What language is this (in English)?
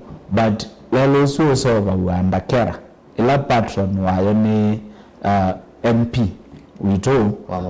Kamba